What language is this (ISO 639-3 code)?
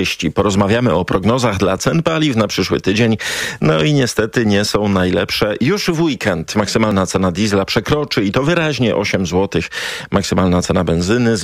pol